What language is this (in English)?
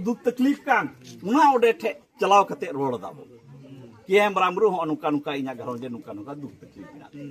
Santali